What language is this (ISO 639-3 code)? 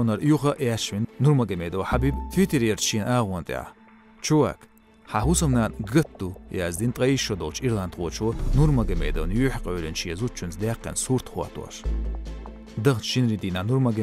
che